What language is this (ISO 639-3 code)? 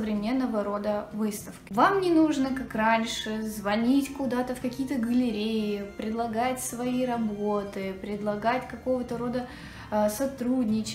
rus